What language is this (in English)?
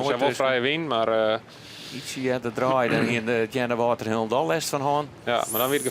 Western Frisian